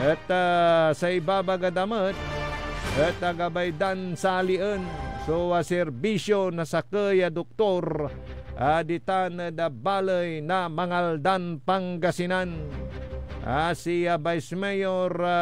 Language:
Pangasinan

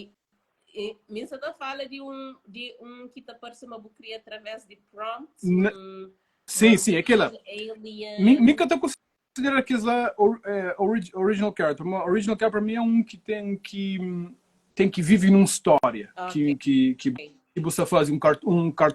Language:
Kabuverdianu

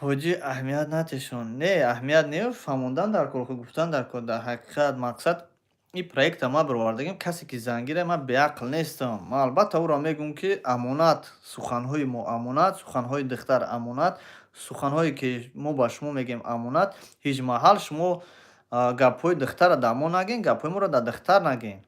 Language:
Tajik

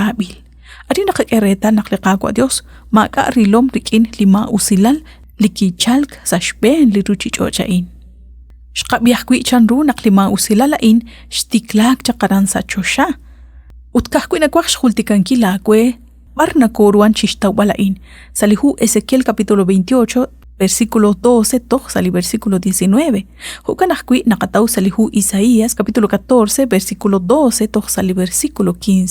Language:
Kekchí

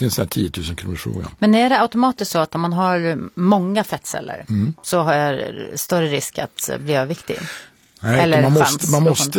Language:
Swedish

